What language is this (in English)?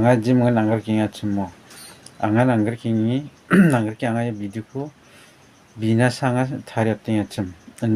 Garo